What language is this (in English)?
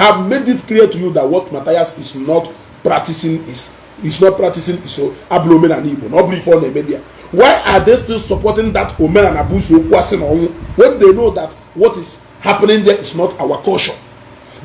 Igbo